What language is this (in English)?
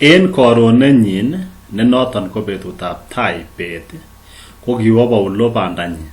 Kalenjin